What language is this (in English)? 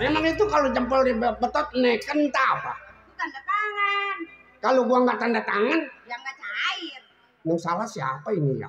Betawi